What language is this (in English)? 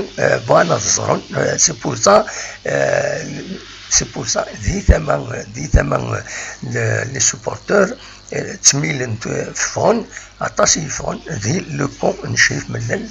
Kabyle